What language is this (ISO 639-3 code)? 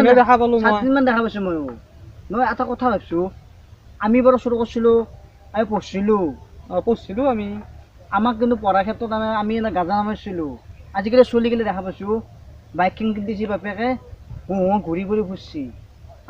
asm